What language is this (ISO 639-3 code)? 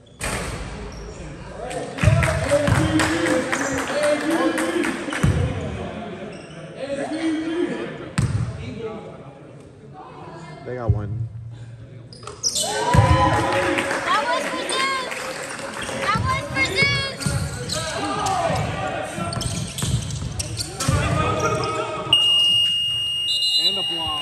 eng